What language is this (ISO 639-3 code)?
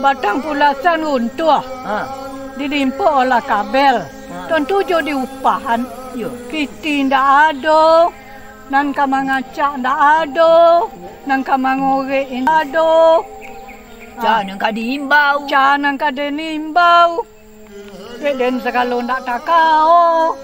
min